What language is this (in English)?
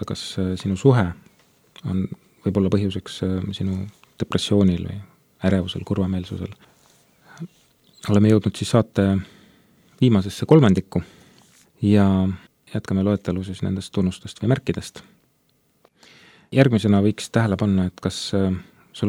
Estonian